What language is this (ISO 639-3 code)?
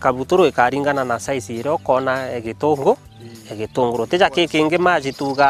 mer